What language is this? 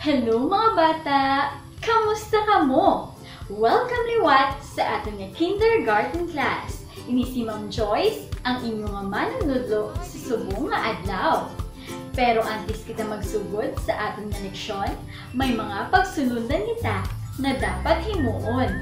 Hiligaynon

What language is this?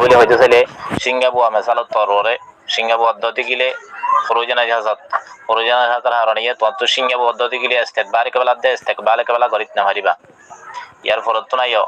Rohingya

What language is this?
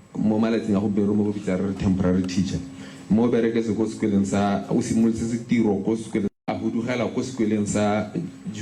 Tswana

